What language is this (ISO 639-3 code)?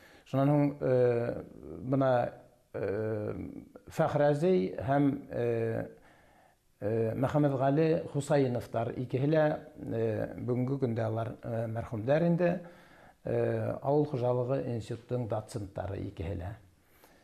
bak